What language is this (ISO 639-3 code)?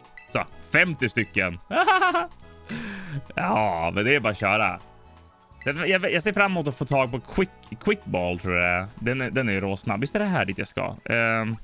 swe